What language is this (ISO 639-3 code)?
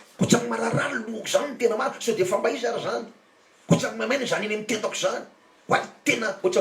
mlg